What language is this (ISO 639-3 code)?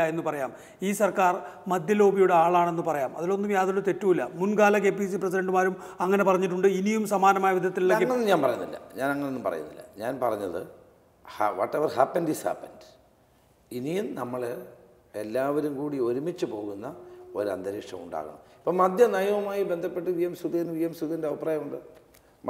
mal